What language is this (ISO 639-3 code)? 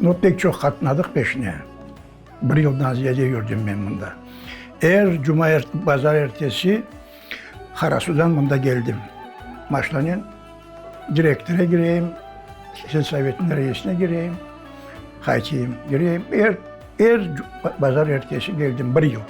crh